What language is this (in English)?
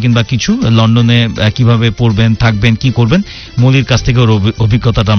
Bangla